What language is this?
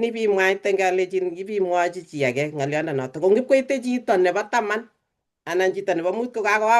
Kalenjin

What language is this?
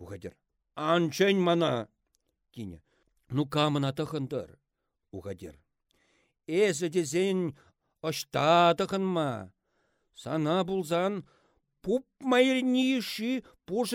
Chuvash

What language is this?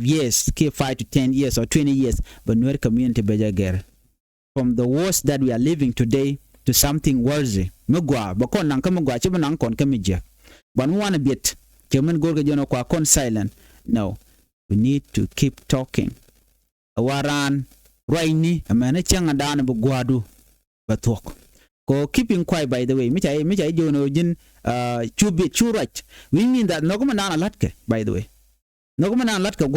Nuer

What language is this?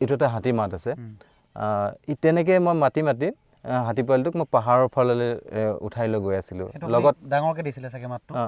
Assamese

